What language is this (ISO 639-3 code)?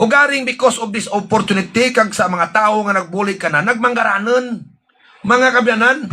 hil